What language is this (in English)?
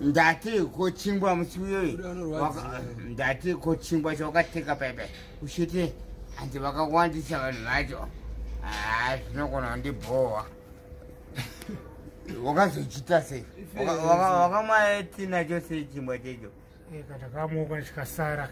Shona